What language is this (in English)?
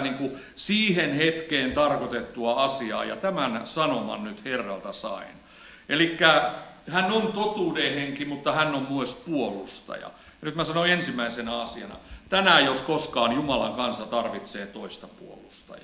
Finnish